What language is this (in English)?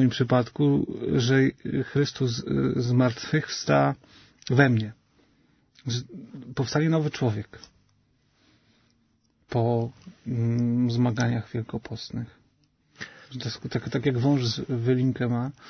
Polish